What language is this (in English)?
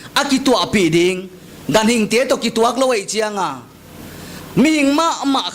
Paite Chin